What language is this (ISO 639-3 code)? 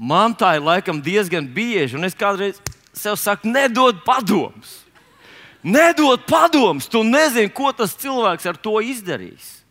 lav